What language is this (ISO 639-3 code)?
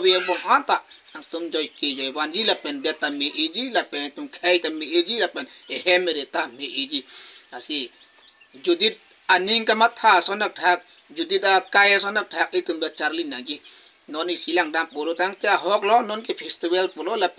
mjw